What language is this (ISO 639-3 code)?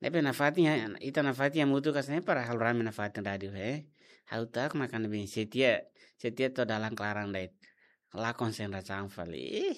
tet